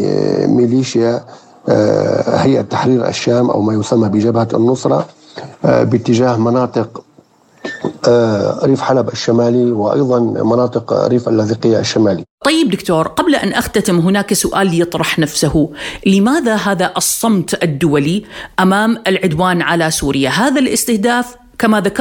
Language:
Arabic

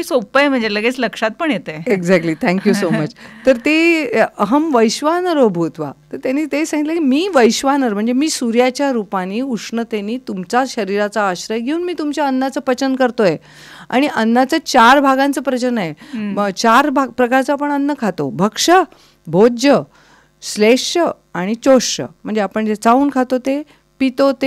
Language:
Marathi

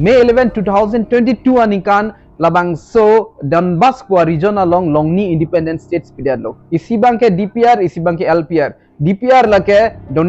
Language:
Karbi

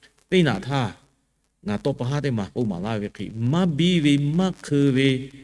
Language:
Lahu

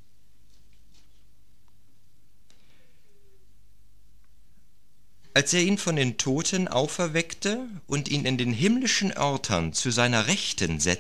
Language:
German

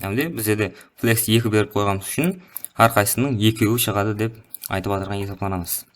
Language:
Kara-Kalpak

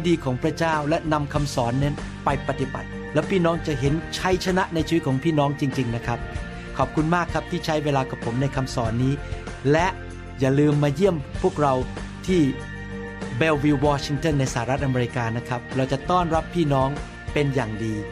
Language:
Thai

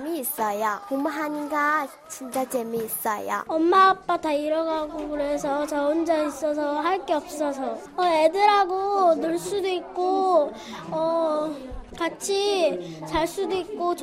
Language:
Korean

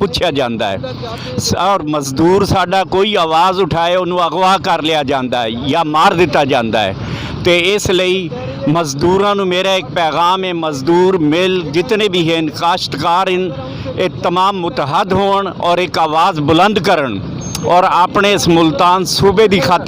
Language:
Saraiki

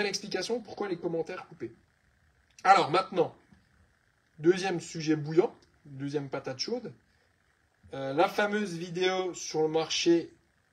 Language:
French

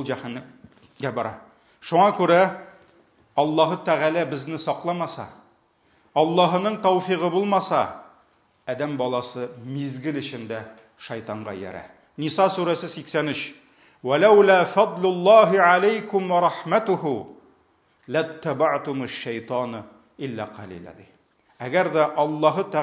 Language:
Tatar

